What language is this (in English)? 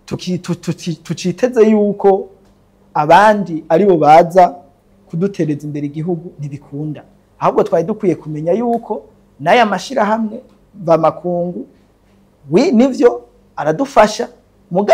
Rundi